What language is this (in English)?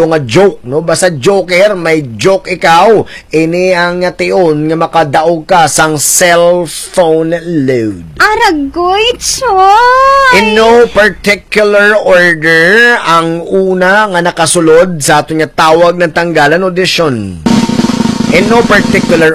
Hiligaynon